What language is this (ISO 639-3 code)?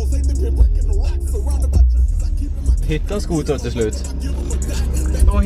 swe